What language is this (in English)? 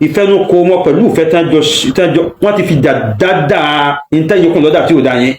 Yoruba